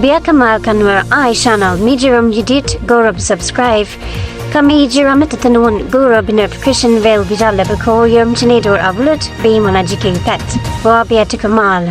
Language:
Nuer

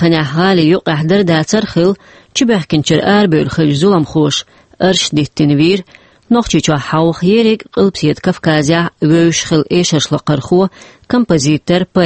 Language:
Chechen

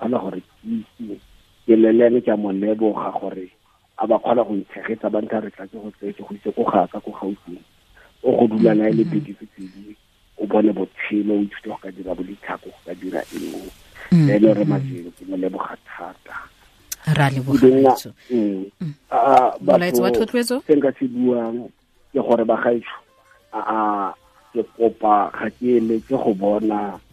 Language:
Tswana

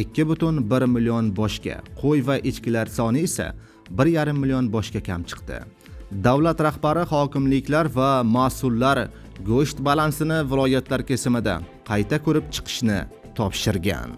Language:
Uzbek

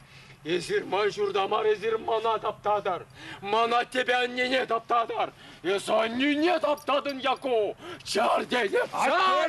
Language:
Chuvash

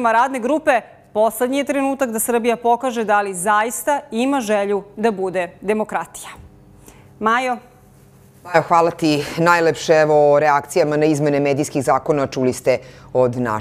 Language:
Serbian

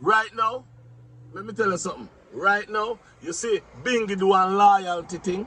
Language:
Jamaican Creole English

